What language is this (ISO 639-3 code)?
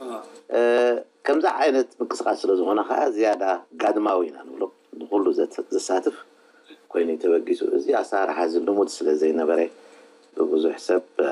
tir